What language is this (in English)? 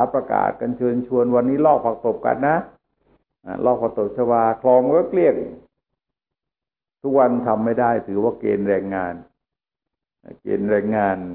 Thai